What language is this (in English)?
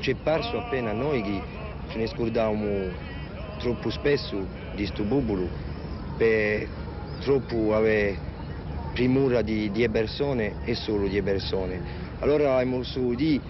Corsican